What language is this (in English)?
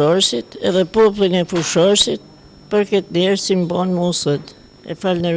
Albanian